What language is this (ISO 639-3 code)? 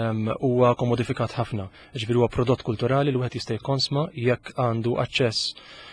mlt